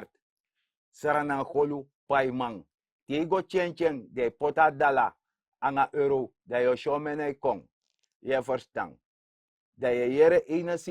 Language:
Sranan Tongo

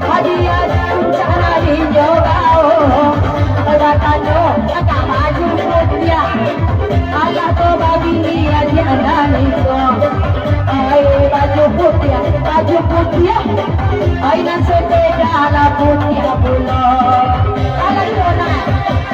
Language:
Minangkabau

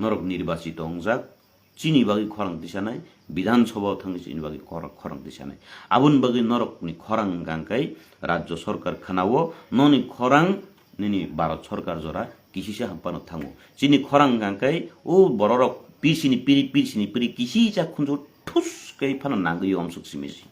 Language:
Kok Borok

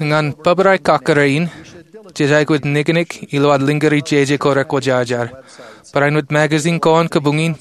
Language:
Marshallese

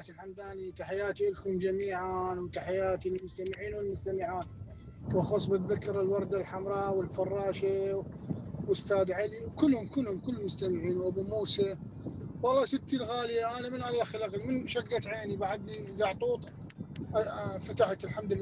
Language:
Mesopotamian Arabic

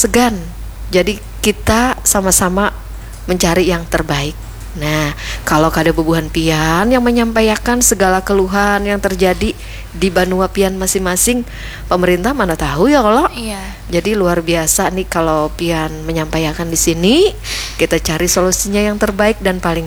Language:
Banjar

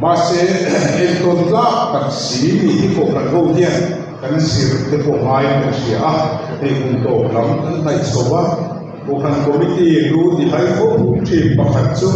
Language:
Mizo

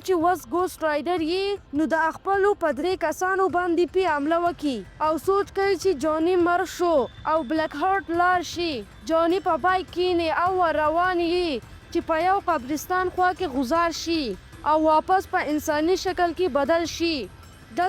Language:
Pashto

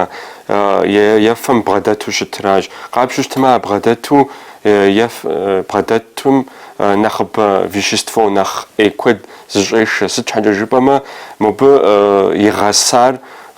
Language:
Kabardian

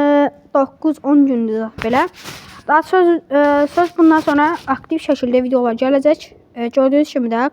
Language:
Azerbaijani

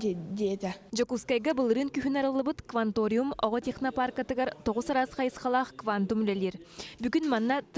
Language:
Yakut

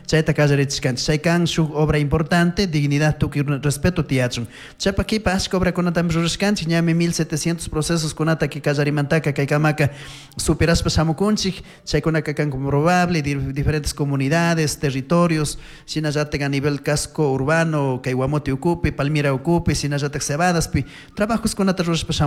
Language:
Chimborazo Highland Quichua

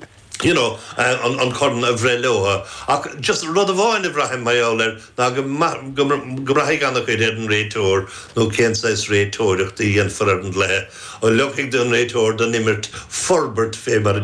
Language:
Irish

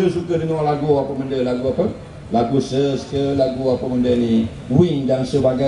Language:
Malay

